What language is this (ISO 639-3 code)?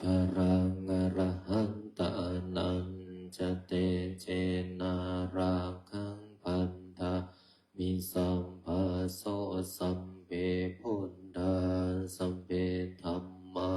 pli